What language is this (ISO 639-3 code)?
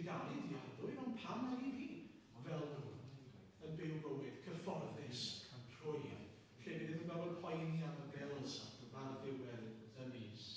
cym